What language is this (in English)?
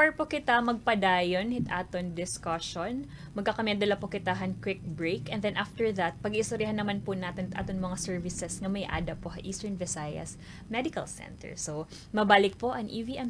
Waray